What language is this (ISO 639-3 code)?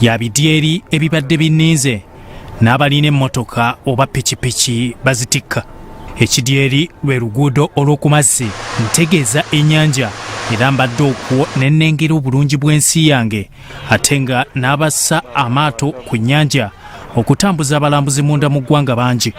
lug